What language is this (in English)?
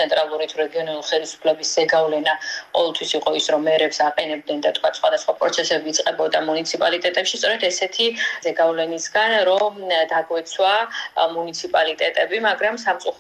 Georgian